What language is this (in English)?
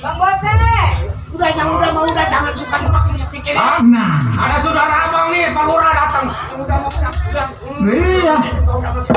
Betawi